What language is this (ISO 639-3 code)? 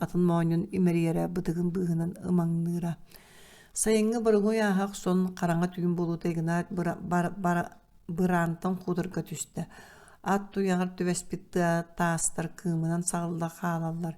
sah